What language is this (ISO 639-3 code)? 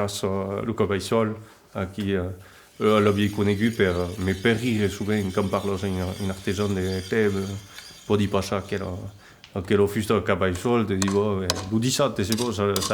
oci